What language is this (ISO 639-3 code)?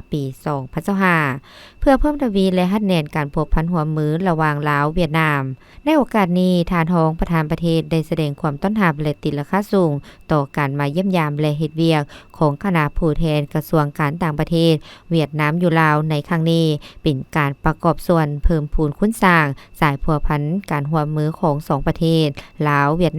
lao